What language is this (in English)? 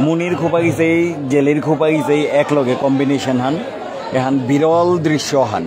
Bishnupriya